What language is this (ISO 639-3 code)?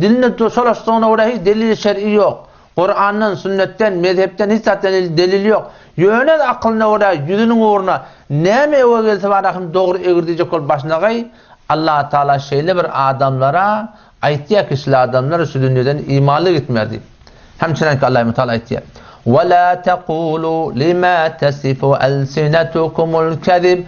tuk